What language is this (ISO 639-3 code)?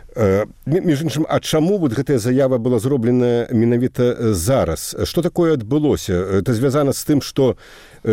bel